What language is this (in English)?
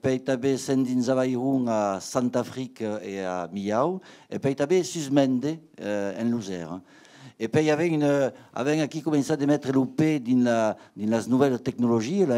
Occitan